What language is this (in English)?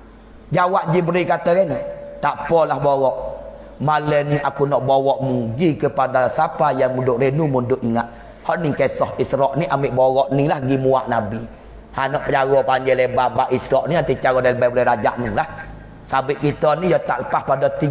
Pattani Malay